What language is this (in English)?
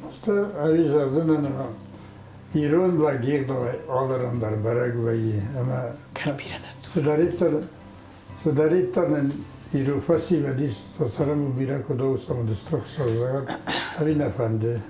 Ossetic